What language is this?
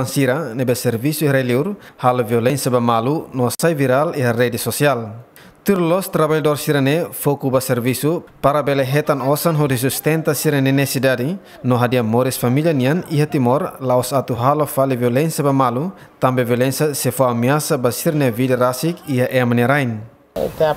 Tetum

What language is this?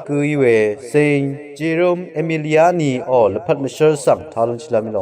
Rawang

